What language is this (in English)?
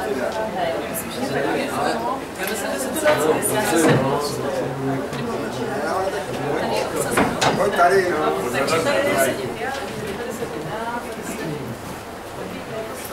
Czech